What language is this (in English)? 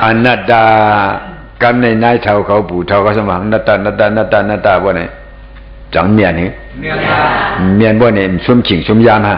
Shan